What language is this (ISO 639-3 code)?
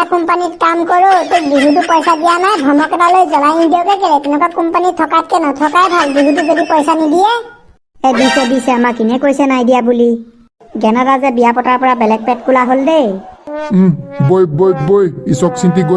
asm